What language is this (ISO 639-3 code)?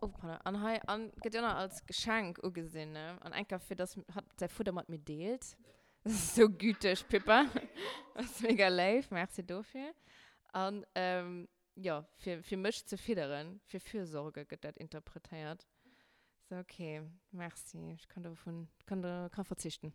ltz